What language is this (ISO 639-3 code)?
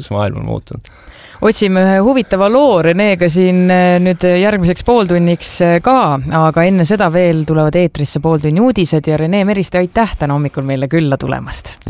est